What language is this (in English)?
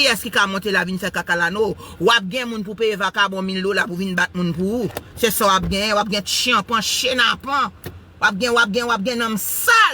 Haitian Creole